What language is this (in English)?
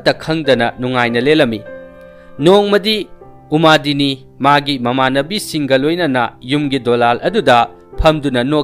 Manipuri